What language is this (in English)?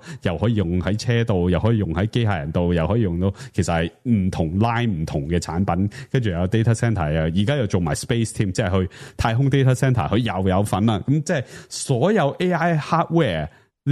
Cantonese